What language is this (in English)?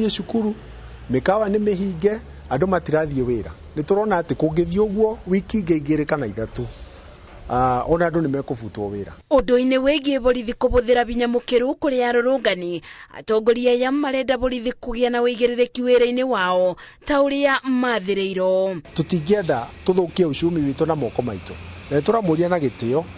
Kikuyu